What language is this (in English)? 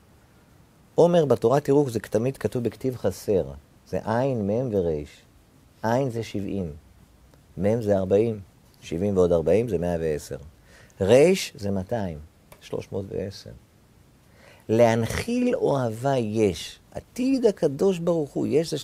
Hebrew